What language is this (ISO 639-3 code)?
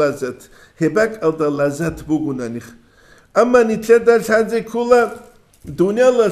ava